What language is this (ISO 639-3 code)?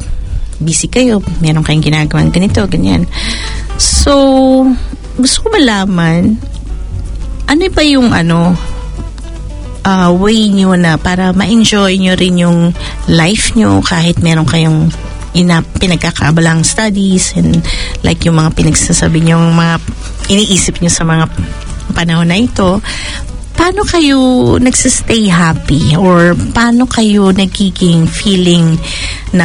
fil